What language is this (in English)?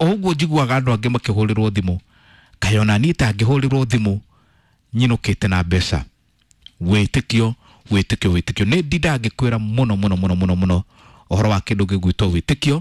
Kikuyu